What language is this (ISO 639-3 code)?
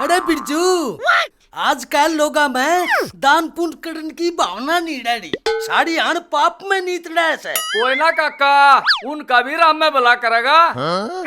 bgc